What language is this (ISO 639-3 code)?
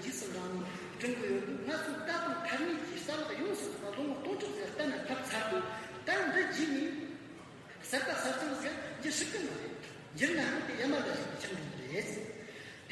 adx